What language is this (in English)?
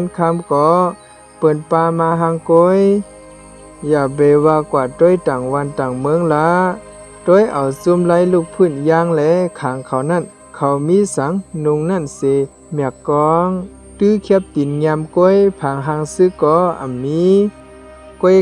Shan